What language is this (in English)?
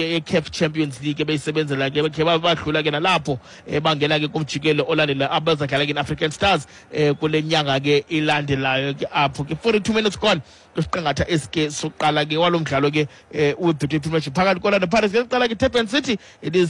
Xhosa